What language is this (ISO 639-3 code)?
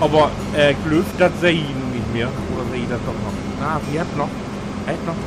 nds